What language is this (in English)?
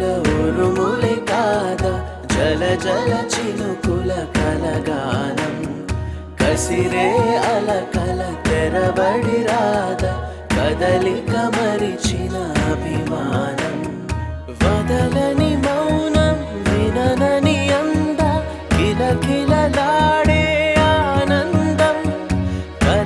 Telugu